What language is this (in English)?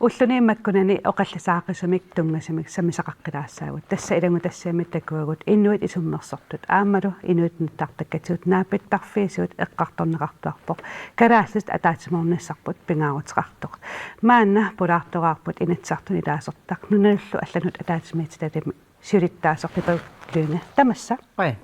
Kalaallisut